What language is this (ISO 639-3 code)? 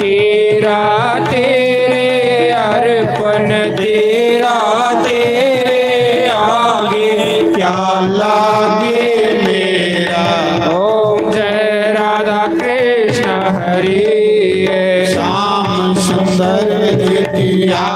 doi